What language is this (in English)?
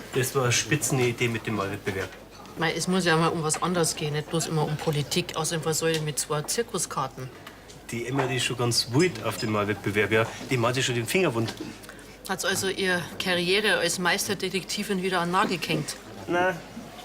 Bavarian